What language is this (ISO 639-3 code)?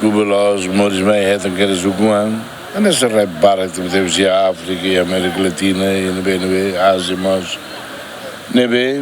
tet